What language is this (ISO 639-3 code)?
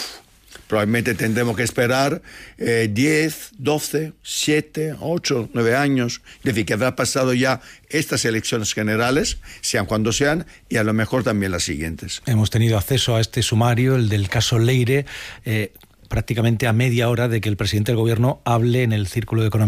spa